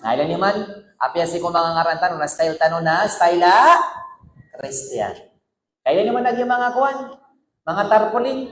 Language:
Maranao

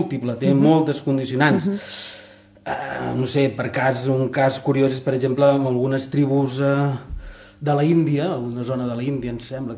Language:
Catalan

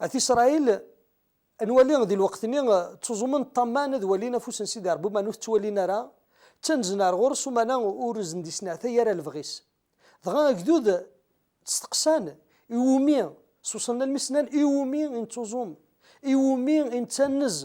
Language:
Kabyle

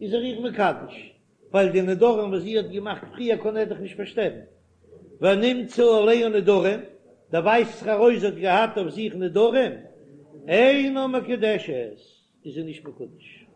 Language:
Yiddish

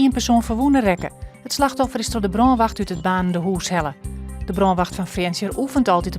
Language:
Western Frisian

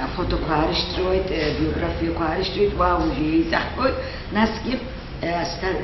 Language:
Abkhazian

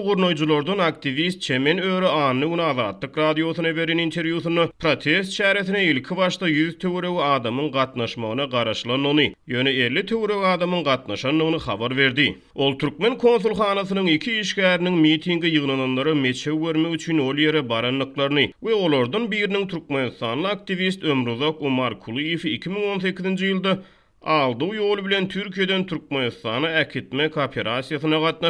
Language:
Turkmen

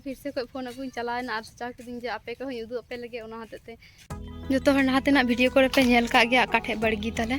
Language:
Santali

